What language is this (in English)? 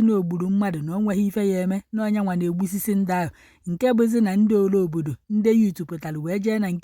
Igbo